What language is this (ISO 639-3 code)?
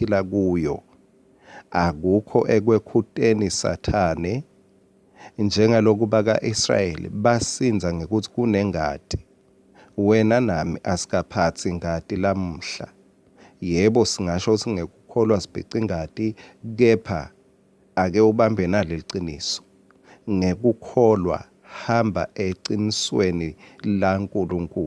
ssw